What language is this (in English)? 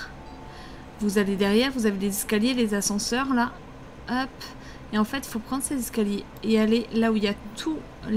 French